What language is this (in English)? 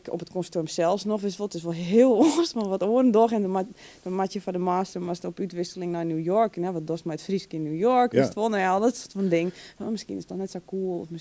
Western Frisian